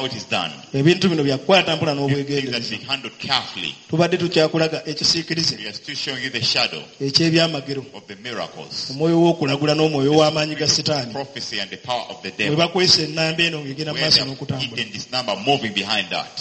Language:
Ganda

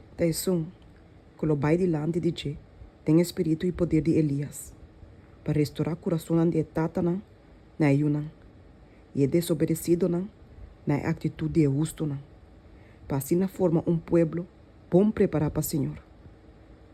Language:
Papiamento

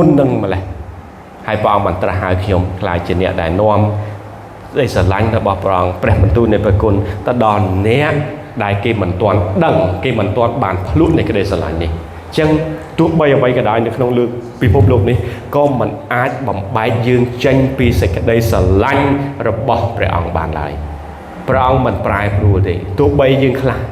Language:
Khmer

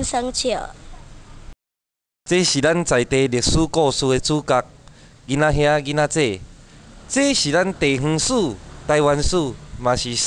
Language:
Min Nan Chinese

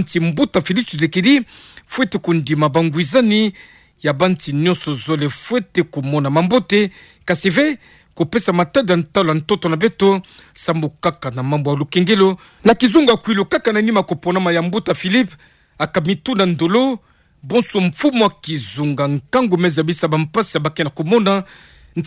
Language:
Kituba (Democratic Republic of Congo)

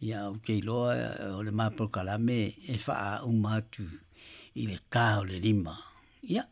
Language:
Samoan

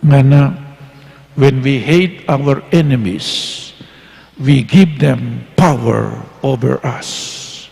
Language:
Pampanga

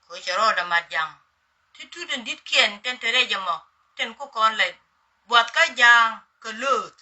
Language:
Nuer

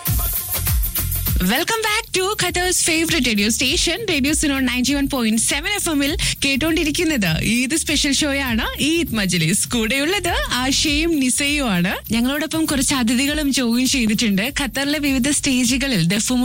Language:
Malayalam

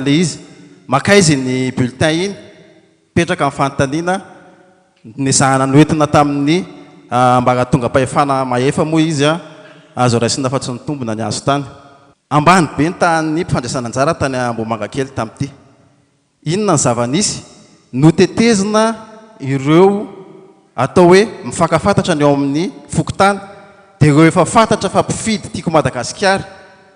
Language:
Malagasy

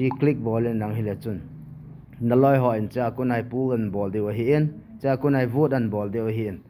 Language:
Thado Chin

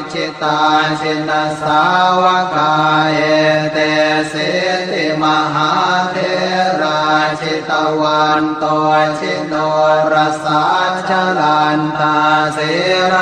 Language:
Pali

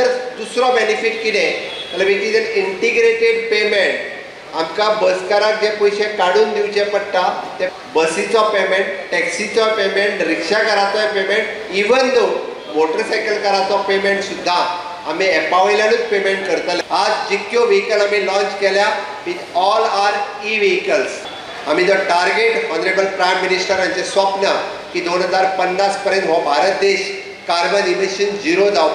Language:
Konkani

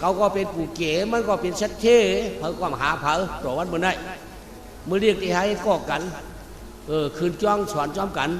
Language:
Shan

